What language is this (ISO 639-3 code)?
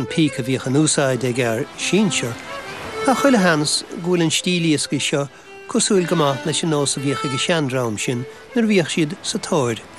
gle